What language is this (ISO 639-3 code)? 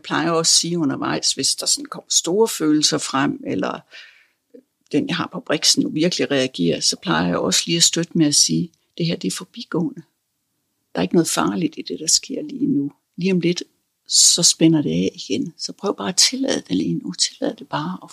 dan